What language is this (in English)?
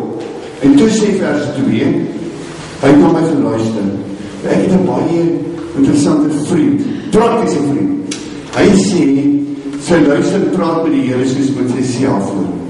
Afrikaans